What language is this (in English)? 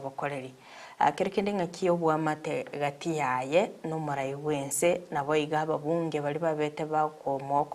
Gusii